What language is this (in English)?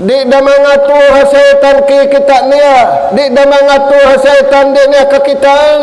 Tausug